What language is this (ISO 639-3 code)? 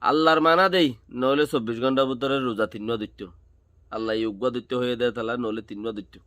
rhg